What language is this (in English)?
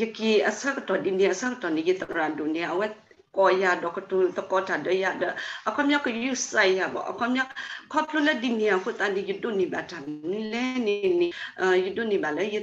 S'gaw Karen